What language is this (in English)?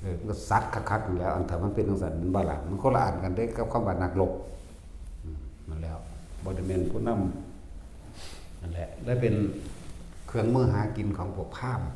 Northeastern Thai